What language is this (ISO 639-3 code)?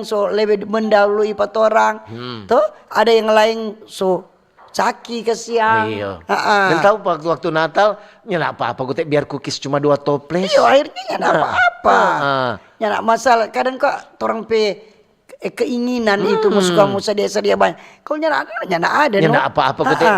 xmm